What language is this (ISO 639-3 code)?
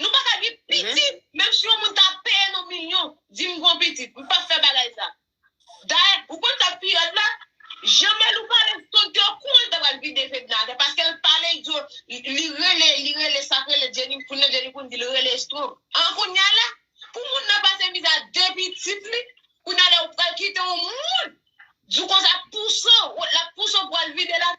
hat